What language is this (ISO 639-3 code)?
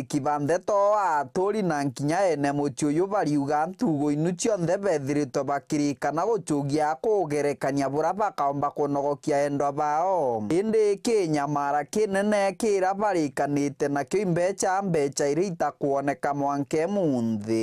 mer